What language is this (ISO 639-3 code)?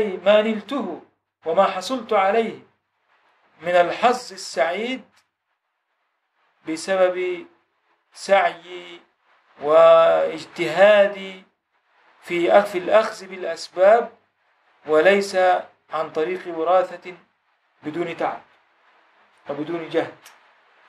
arz